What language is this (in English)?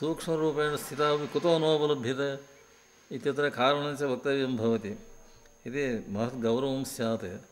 Sanskrit